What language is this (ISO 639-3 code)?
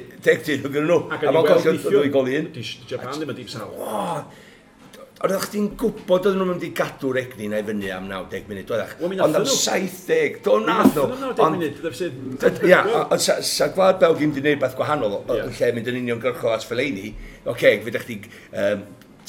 cym